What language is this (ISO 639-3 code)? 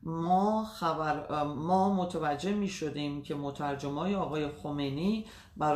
fas